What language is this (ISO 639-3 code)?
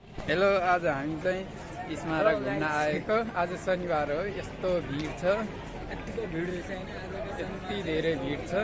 nep